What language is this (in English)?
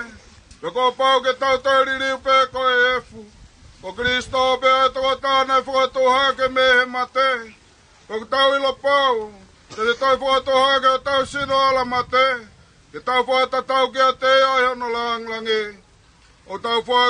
Tongan